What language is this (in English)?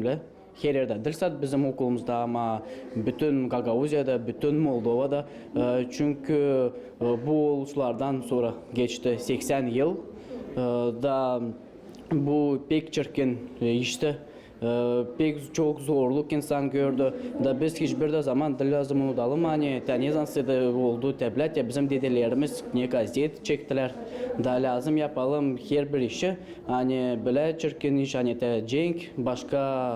Gagauz